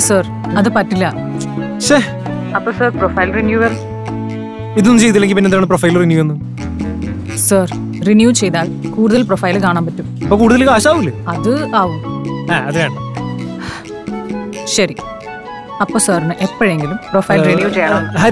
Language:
Malayalam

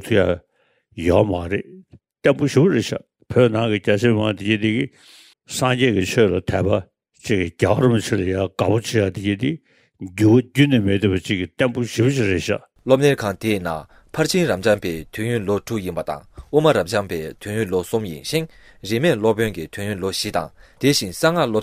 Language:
Tibetan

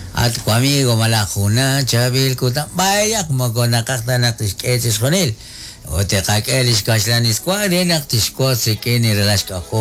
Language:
Kekchí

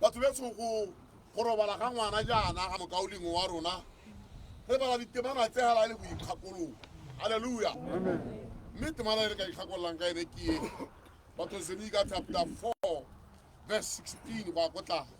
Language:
Tswana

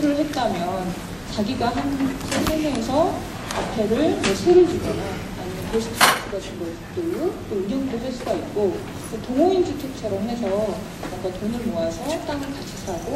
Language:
Korean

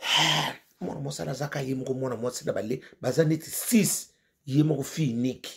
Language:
Lingala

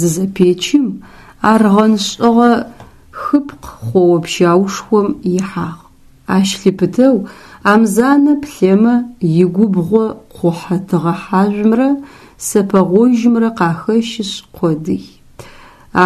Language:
Adyghe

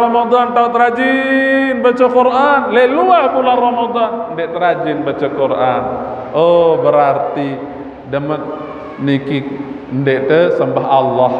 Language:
Sasak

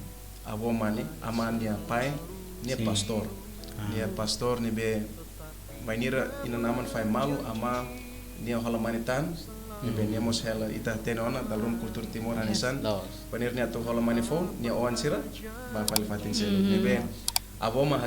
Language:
Tetum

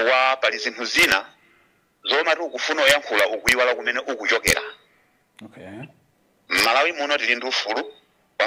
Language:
Nyanja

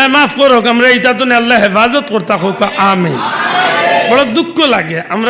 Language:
Sylheti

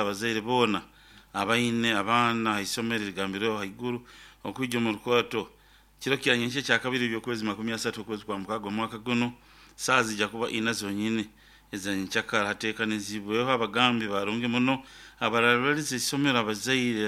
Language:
Nyoro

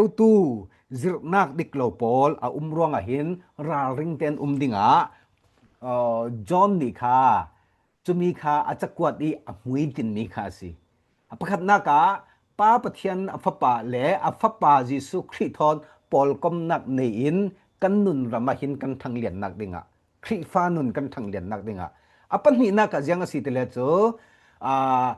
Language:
Falam Chin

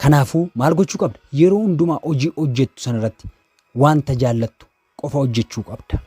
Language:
Oromo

